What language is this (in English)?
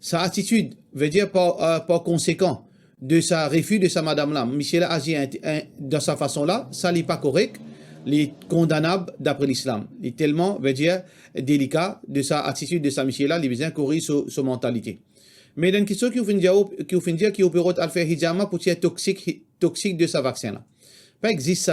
Morisyen